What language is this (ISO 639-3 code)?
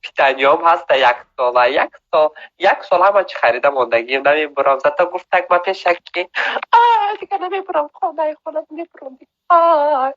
tgk